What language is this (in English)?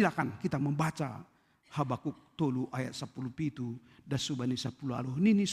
Batak Simalungun